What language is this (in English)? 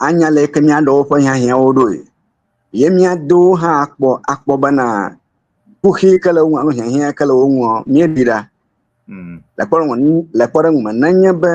Ewe